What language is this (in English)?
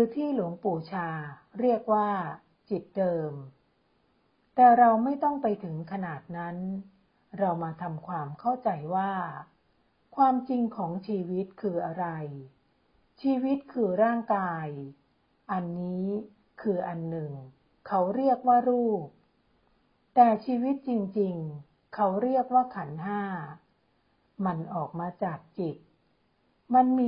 Thai